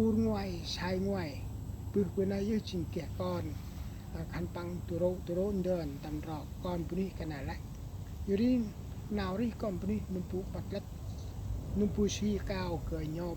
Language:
Central Mnong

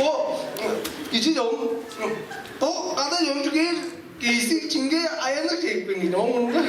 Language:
Tuvinian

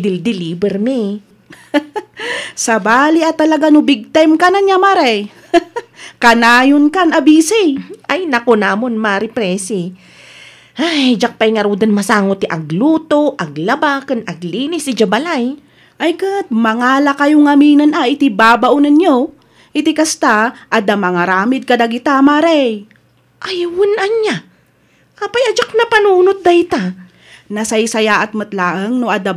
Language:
Iloko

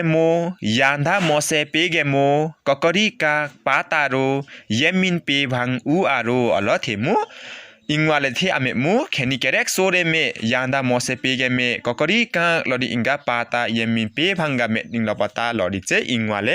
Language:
Limbu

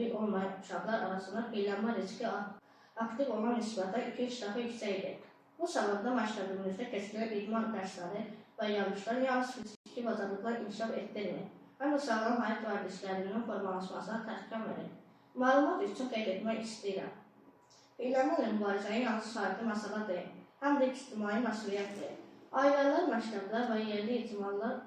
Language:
Azerbaijani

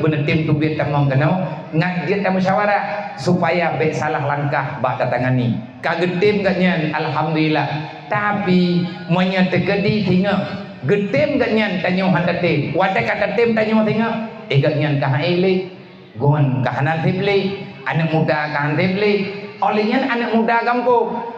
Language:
Achinese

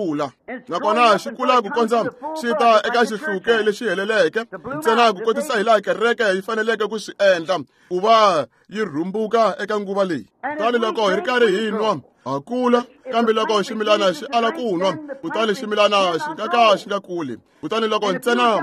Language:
Tsonga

